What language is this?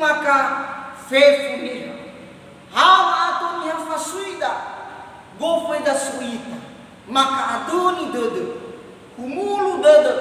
Nias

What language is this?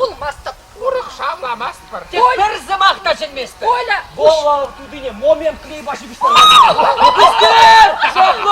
Chuvash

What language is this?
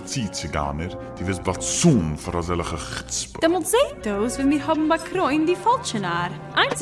Yiddish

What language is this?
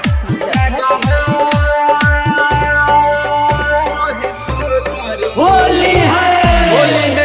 Bhojpuri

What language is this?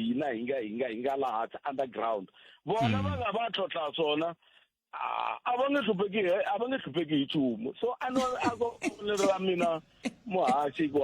Tsonga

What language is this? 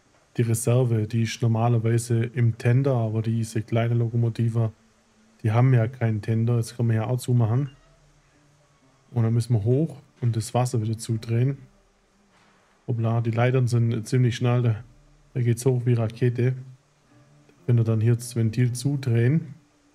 German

